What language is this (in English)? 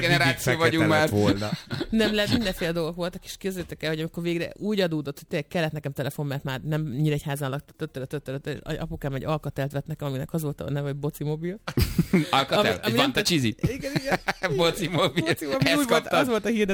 Hungarian